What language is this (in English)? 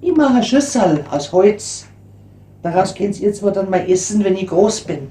Bavarian